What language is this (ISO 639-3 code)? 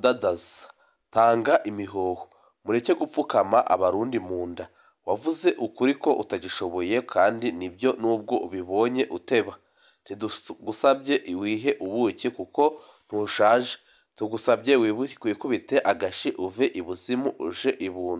run